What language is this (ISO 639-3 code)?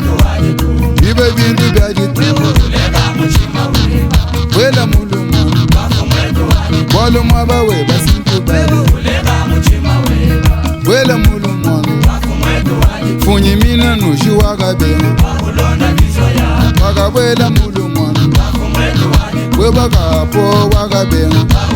lua